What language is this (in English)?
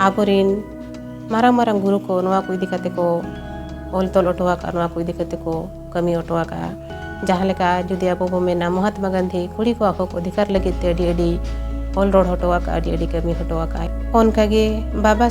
Santali